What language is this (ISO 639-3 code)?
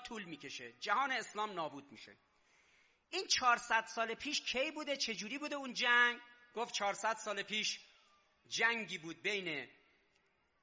fas